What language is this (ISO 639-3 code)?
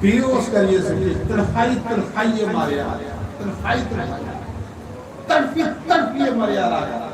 doi